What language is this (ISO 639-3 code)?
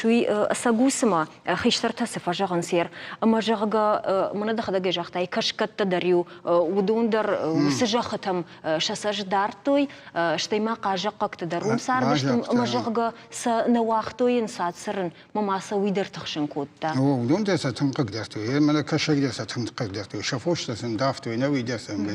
oss